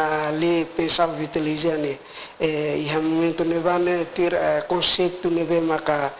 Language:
Tetum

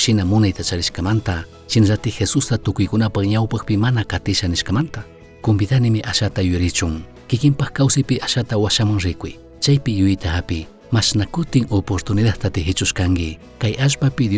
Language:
Chimborazo Highland Quichua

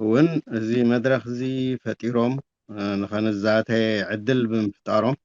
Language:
Tigrinya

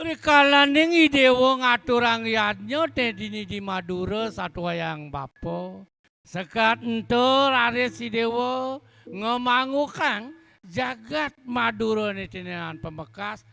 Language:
Balinese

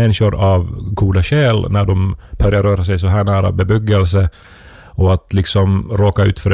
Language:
Swedish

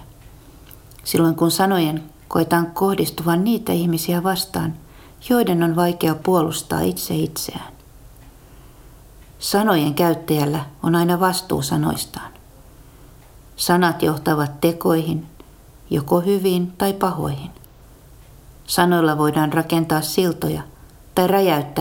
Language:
Finnish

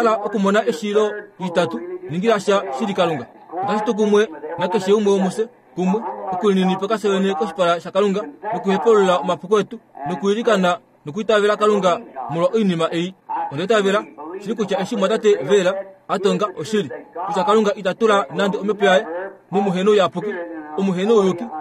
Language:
Kuanyama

